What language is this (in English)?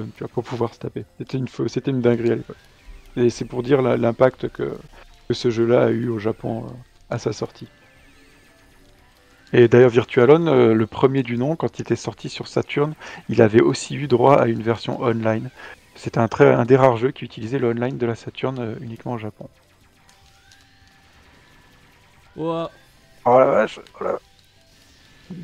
French